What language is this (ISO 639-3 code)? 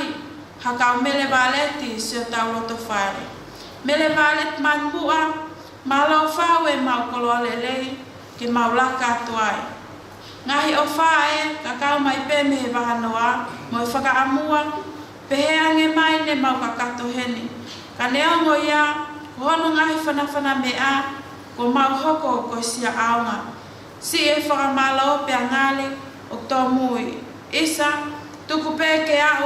ton